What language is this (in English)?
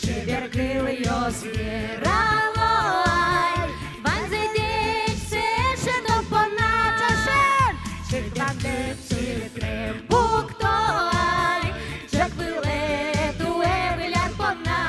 Udmurt